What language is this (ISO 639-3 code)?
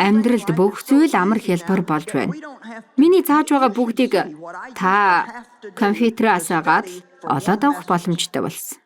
mon